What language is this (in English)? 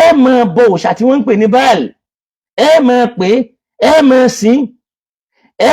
Yoruba